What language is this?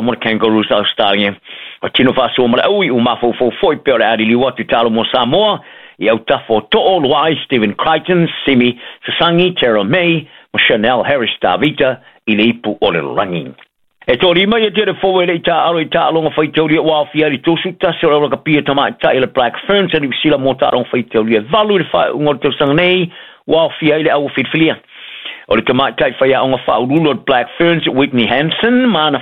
Samoan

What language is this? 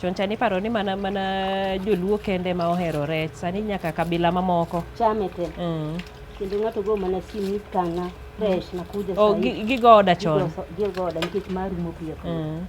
Luo (Kenya and Tanzania)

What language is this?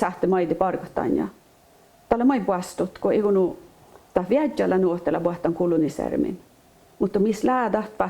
Northern Sami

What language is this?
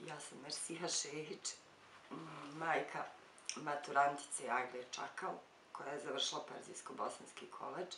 Bosnian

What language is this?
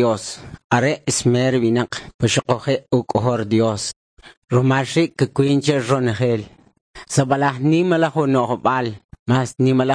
Kʼicheʼ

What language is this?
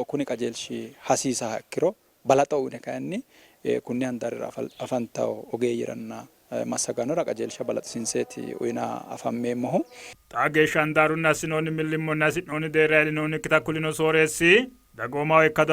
Sidamo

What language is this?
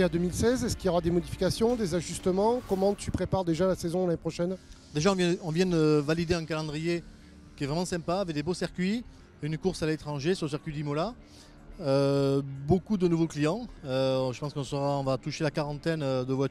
French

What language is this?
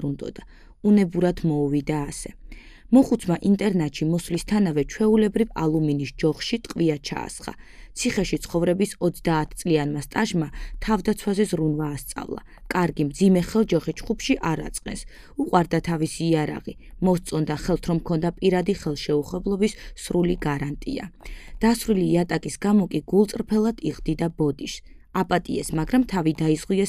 Georgian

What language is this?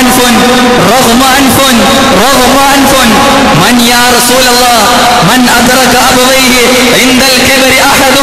Malayalam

